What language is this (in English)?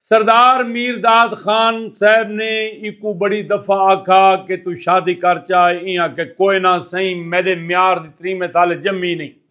Saraiki